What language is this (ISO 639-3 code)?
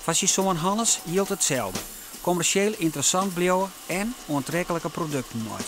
fry